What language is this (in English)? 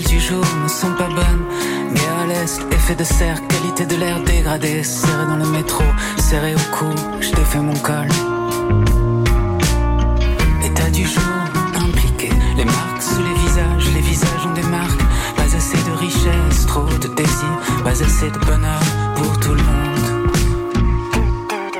French